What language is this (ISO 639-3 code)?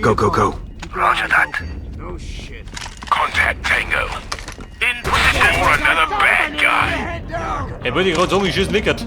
bar